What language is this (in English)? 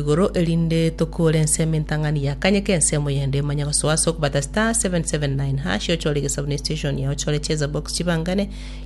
Gusii